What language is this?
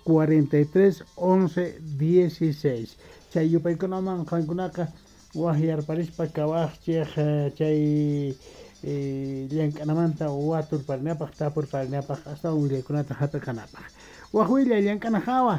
South Bolivian Quechua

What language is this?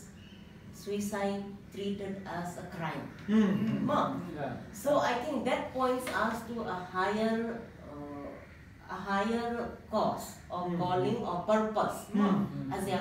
Paite Chin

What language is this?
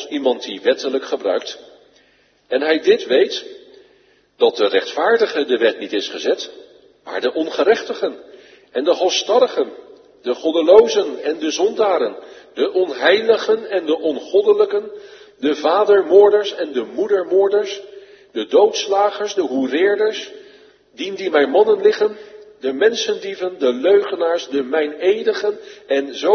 Dutch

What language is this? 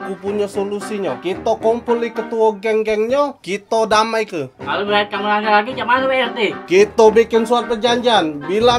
Musi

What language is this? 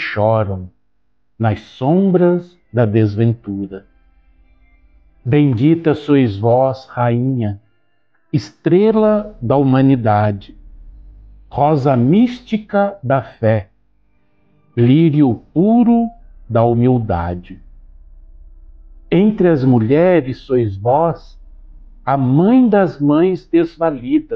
Portuguese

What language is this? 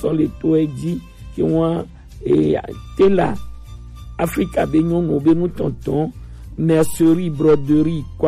Gen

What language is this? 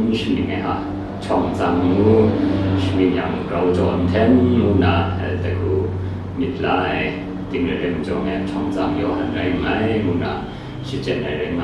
Kachin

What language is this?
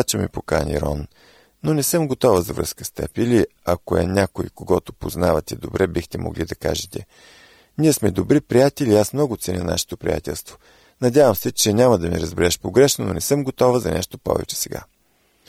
Bulgarian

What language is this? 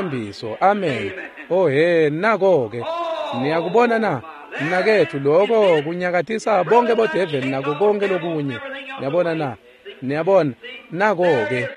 Swati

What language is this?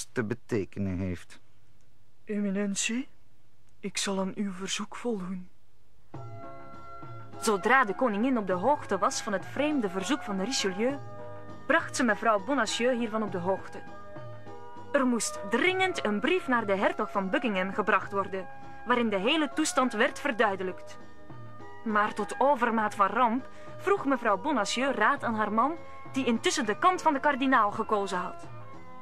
Dutch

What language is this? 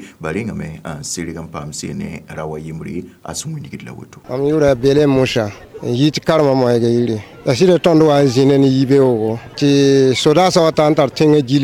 Mossi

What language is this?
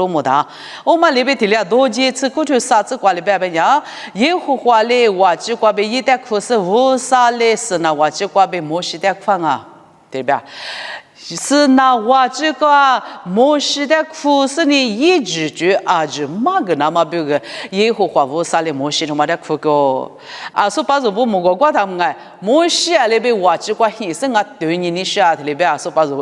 Lisu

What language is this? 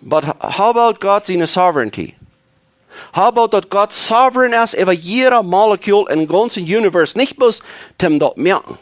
Plautdietsch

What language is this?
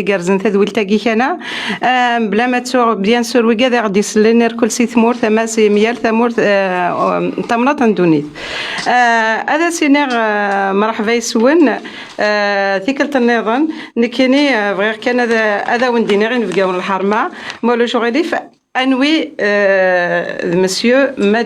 Kabyle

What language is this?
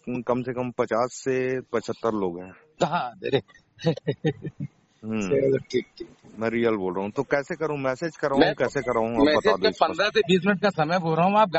Hindi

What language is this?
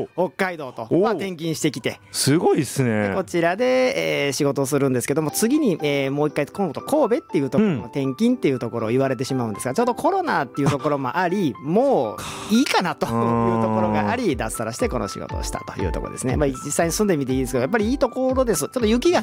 Japanese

